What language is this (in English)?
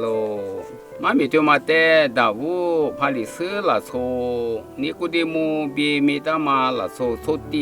Lisu